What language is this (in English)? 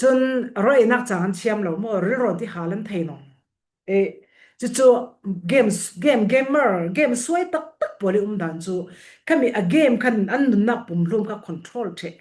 Falam Chin